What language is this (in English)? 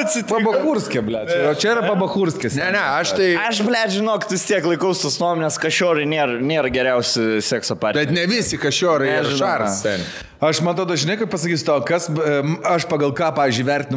Lithuanian